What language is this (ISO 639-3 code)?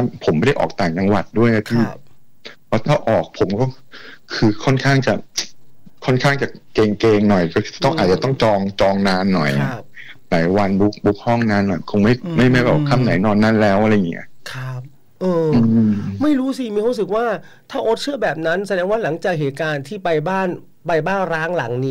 tha